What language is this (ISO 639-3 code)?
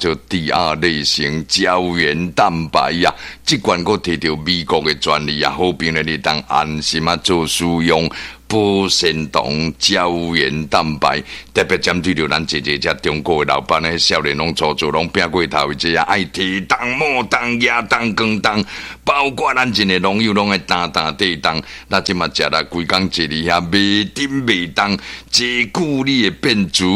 nan